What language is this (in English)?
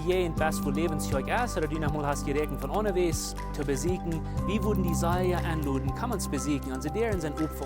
Plautdietsch